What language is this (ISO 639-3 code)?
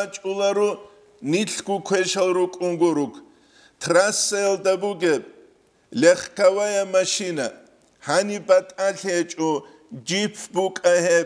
ava